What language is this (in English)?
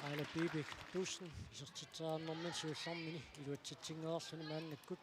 Kalaallisut